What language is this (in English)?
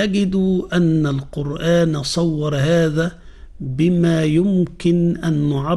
Arabic